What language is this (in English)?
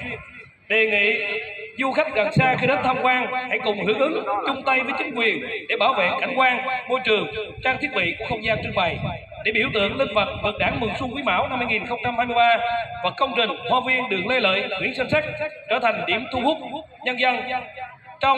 Vietnamese